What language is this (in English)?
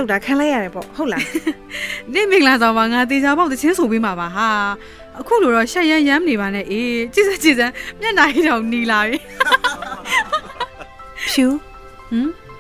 Burmese